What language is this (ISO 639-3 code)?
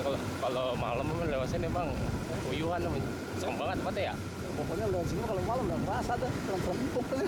bew